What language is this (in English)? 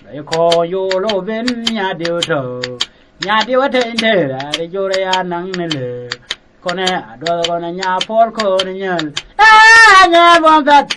Nuer